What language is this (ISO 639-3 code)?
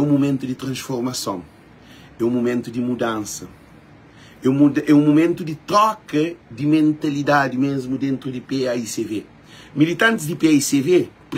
kea